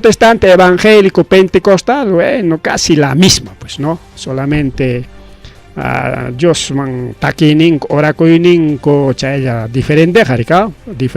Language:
Ayacucho Quechua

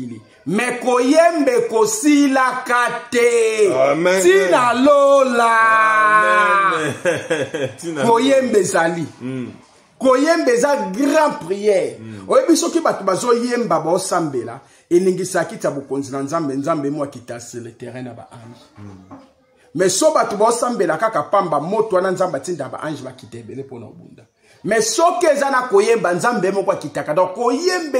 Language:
Lingala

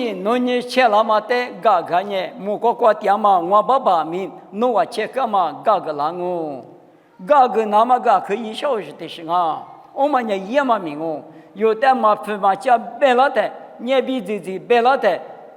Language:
Lisu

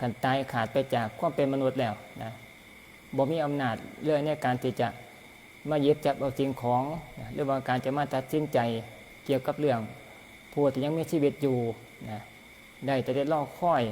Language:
Northeastern Thai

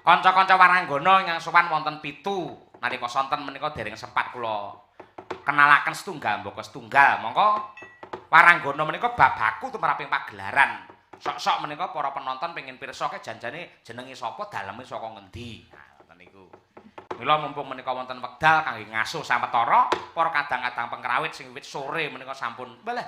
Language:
Javanese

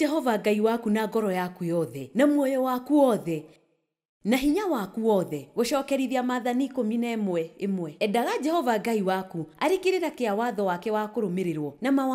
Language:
Kikuyu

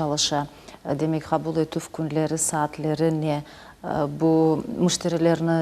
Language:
Crimean Tatar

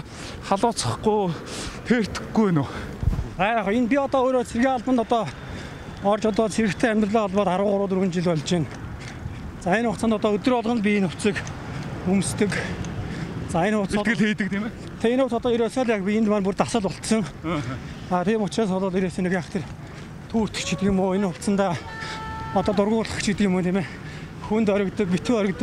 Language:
Mongolian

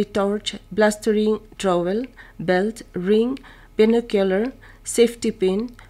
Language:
Naga Pidgin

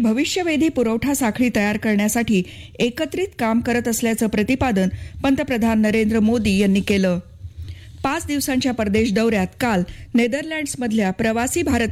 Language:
Marathi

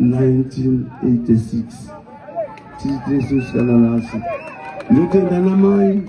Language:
Shona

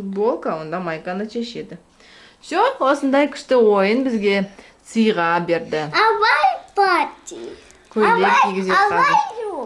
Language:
Kazakh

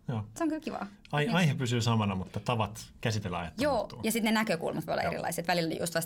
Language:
Finnish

